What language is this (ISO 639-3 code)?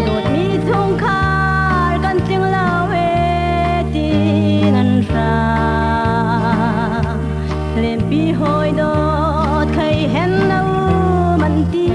cnh